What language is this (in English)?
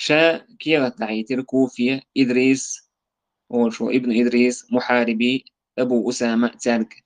Chechen